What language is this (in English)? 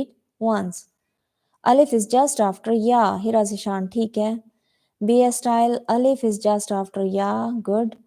Saraiki